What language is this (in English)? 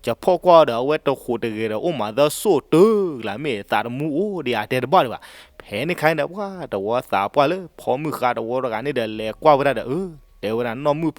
S'gaw Karen